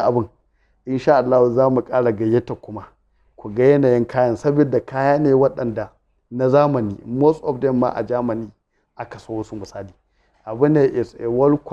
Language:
Hausa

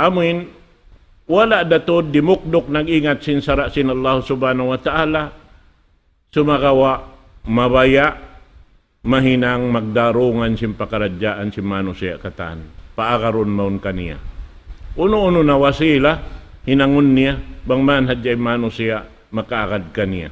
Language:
Tausug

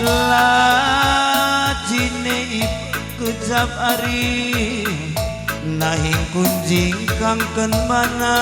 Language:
Batak Karo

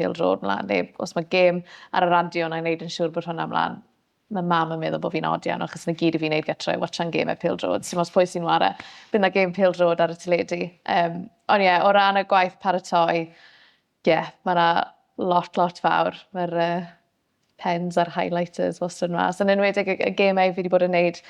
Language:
Welsh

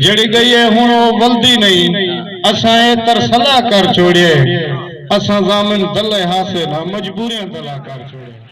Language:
Saraiki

